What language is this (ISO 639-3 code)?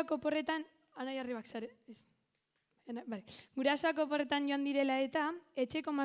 eus